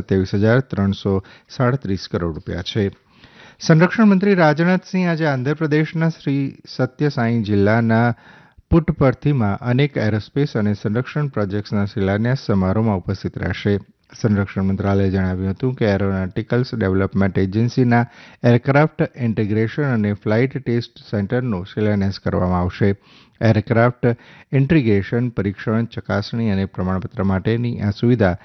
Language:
Gujarati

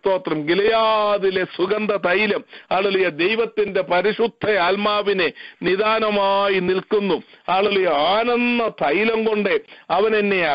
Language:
Malayalam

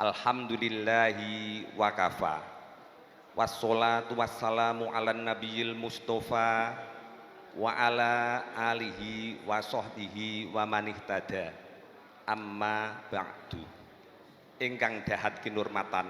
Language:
Javanese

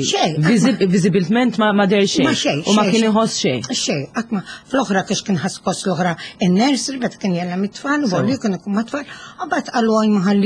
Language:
Maltese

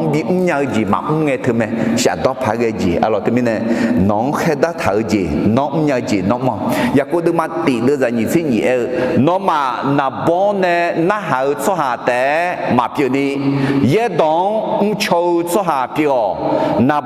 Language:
Akha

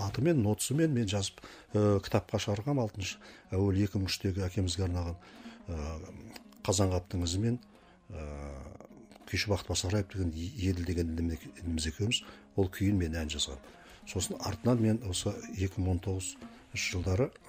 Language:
Kazakh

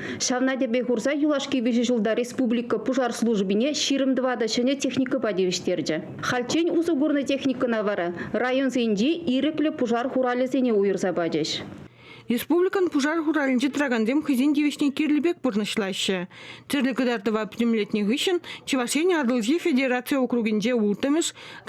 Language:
Chuvash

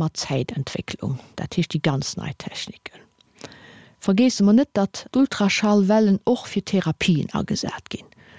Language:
Luxembourgish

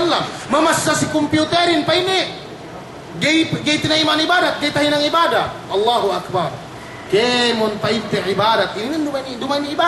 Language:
Yakan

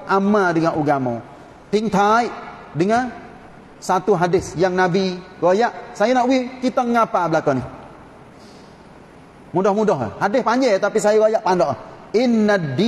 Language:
Malay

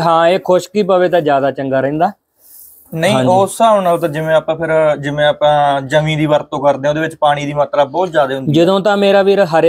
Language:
Punjabi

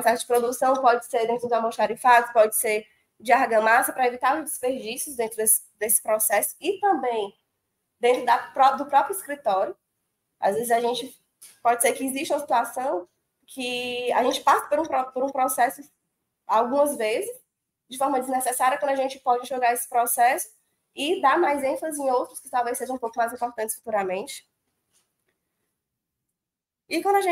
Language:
Portuguese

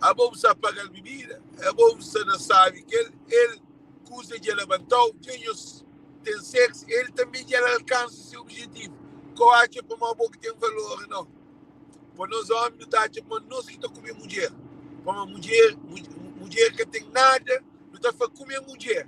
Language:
Kabuverdianu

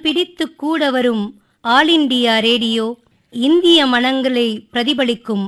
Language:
Tamil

